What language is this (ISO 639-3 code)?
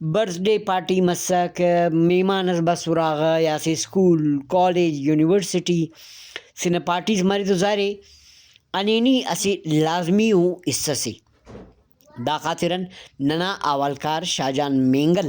brh